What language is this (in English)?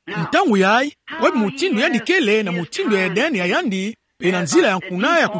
Kituba (Democratic Republic of Congo)